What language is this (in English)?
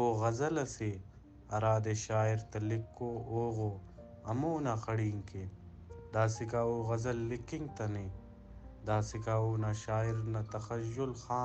Brahui